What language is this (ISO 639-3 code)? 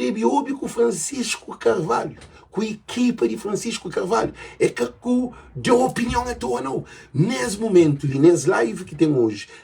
kea